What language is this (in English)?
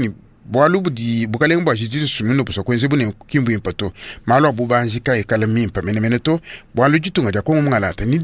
Luba-Lulua